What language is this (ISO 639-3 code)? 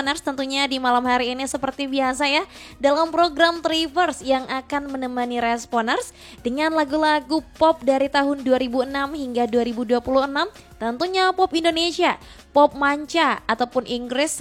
ind